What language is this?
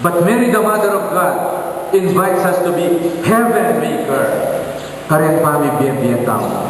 Pampanga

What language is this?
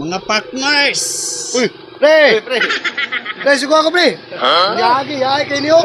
Cebuano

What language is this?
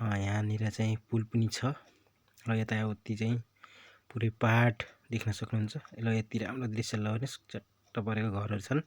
Nepali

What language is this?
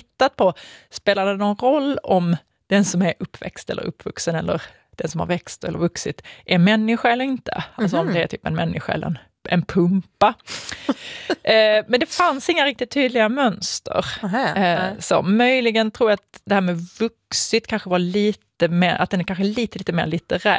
Swedish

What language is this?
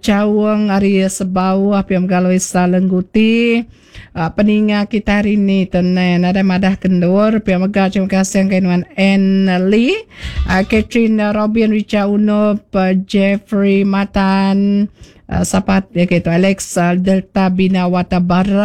Iban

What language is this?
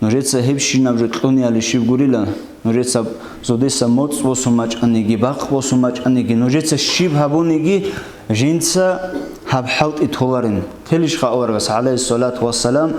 Avaric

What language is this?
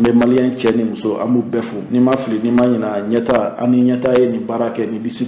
Bambara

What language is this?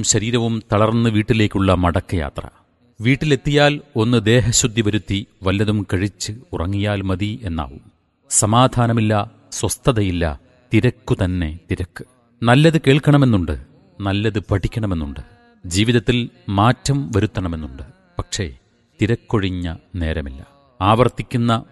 Malayalam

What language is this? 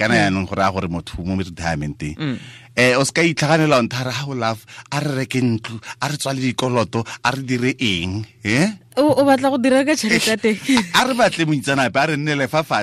Tswana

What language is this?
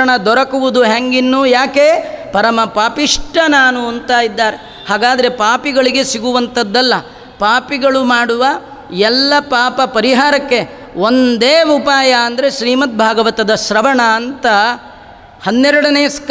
Kannada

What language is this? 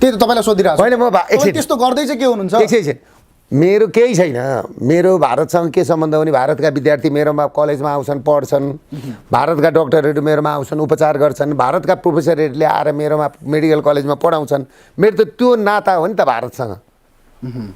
Nepali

